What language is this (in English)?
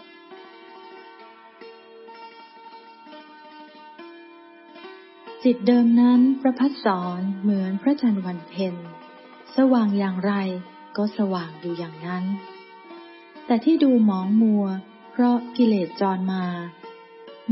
Thai